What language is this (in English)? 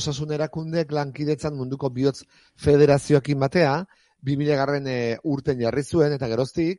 Basque